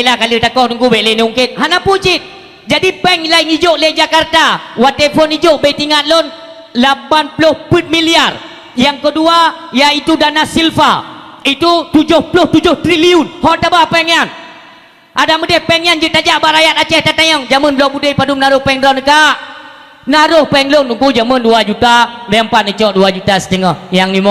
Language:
Achinese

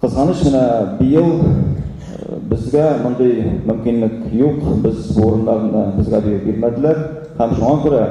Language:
Tatar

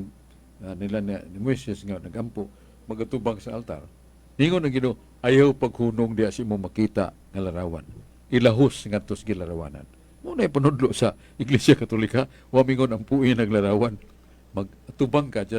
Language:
Cebuano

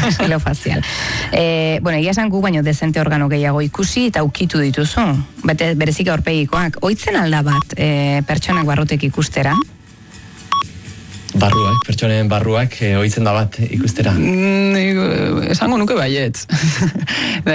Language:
Basque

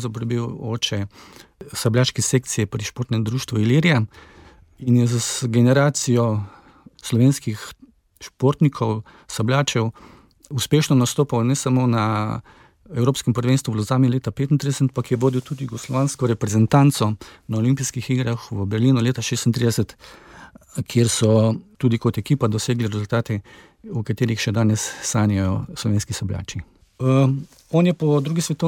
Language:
Slovenian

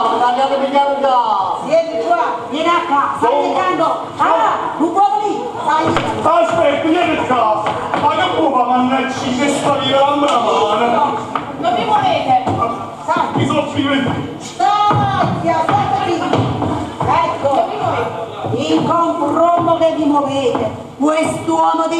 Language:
Neapolitan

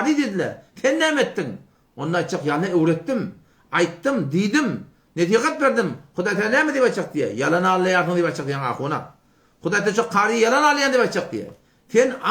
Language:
Turkmen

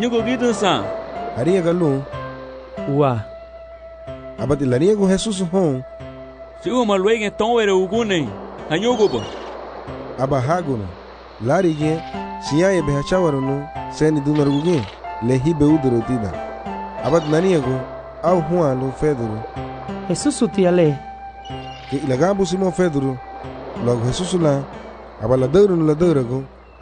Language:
Garifuna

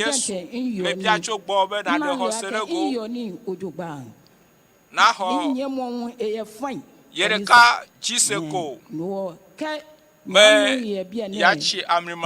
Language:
Ewe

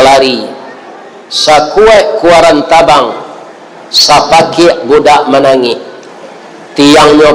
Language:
Minangkabau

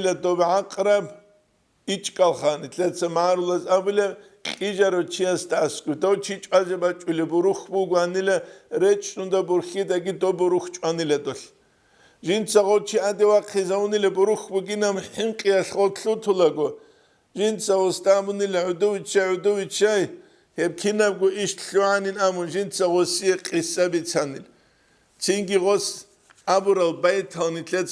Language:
Avaric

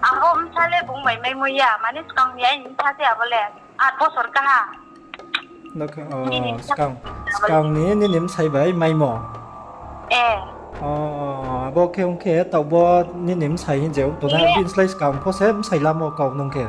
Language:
Riang (India)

